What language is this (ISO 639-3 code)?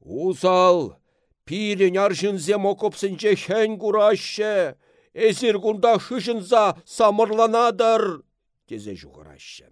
chv